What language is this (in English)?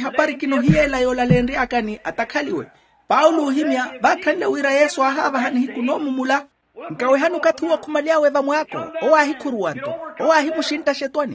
Makhuwa